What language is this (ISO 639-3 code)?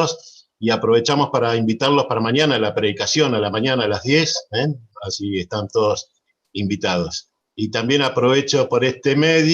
grn